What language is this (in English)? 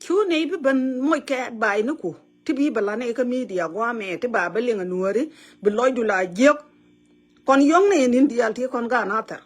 Nuer